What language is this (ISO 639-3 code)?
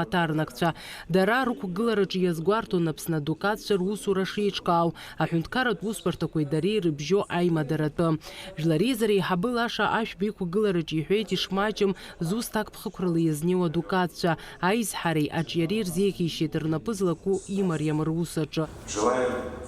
abk